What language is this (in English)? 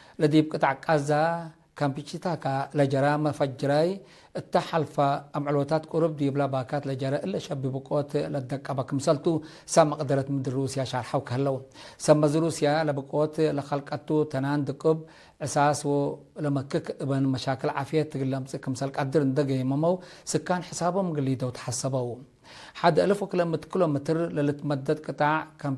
Tigre